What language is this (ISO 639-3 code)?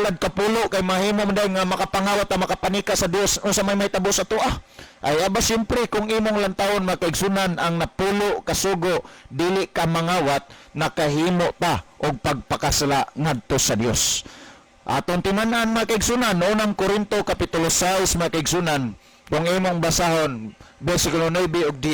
ceb